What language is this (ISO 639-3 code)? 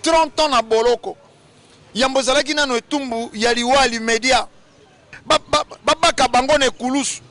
lin